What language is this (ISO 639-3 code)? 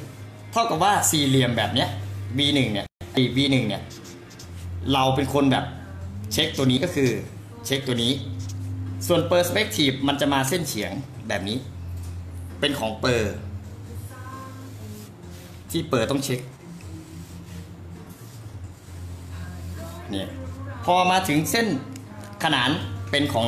tha